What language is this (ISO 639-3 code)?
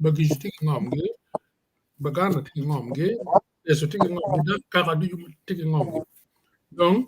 ach